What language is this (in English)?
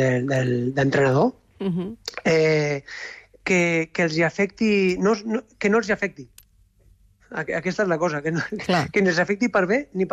Catalan